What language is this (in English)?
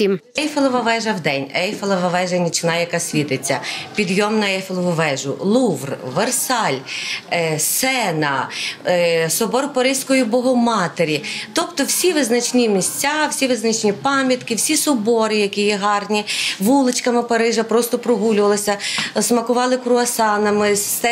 Ukrainian